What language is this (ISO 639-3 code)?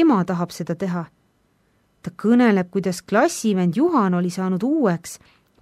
est